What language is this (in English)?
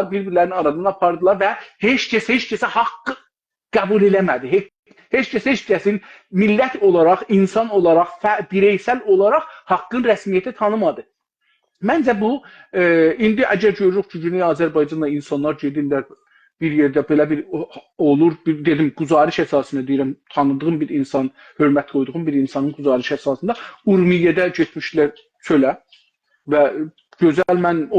South Azerbaijani